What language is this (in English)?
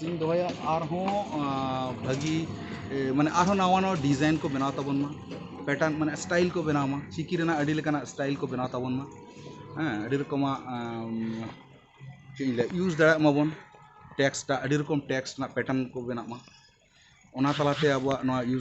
Santali